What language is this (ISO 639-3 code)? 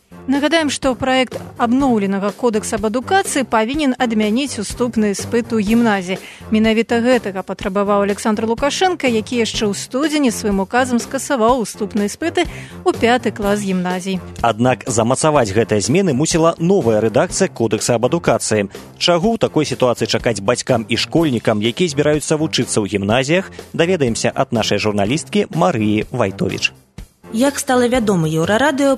bel